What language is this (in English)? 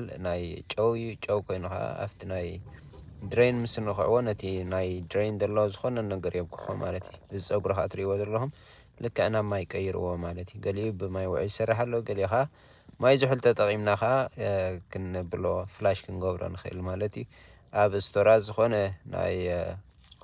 Tigrinya